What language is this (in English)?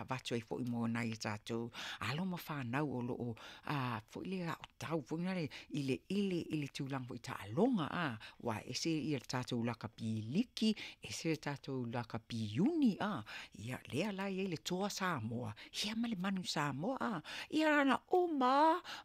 Samoan